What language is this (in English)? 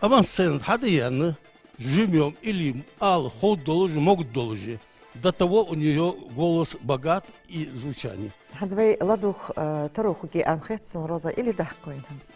Ingush